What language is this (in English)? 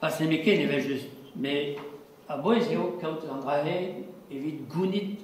Breton